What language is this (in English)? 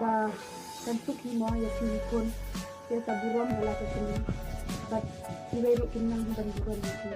Khasi